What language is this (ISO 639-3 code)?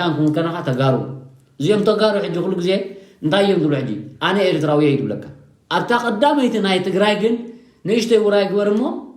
tir